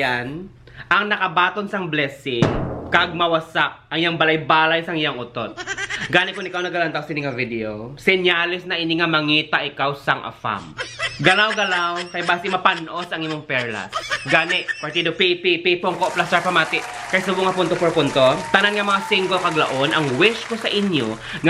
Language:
Hiligaynon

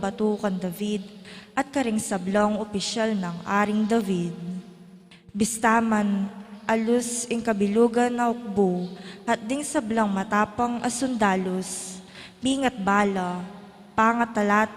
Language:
Pampanga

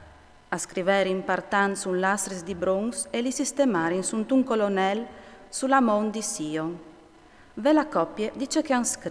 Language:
Friulian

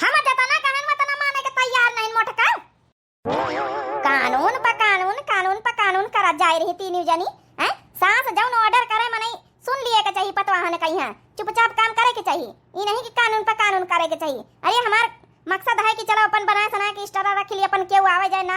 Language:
Awadhi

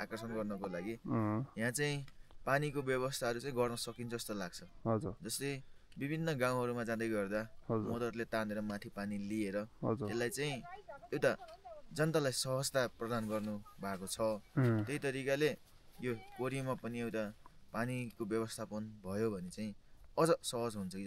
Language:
Nepali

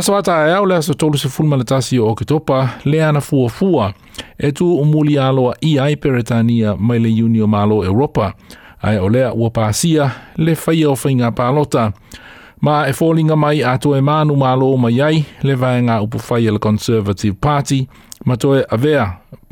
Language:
Samoan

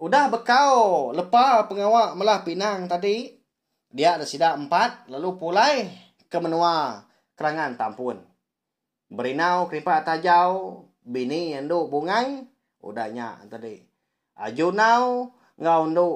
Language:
Iban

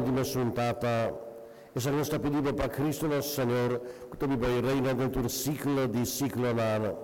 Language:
Papiamento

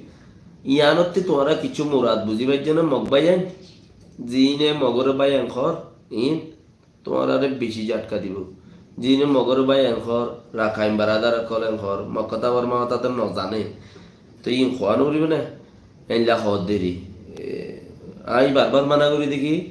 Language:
Rohingya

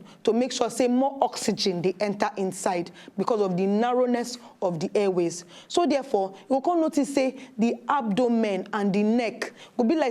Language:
Nigerian Pidgin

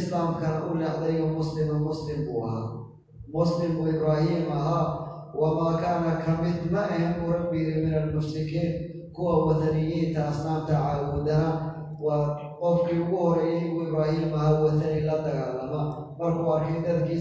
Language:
Somali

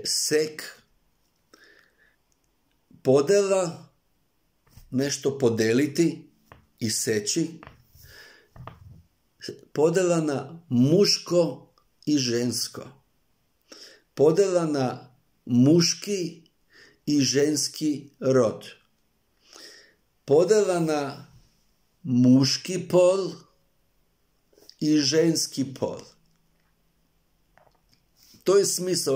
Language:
Serbian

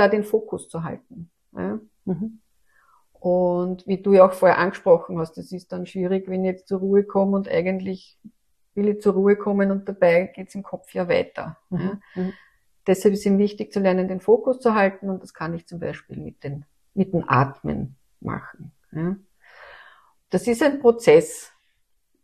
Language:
German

